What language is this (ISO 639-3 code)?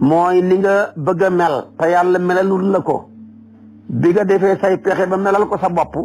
wol